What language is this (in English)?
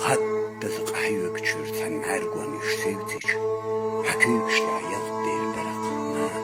Chechen